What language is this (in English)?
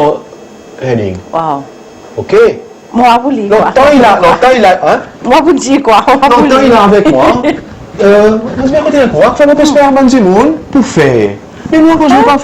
Seselwa Creole French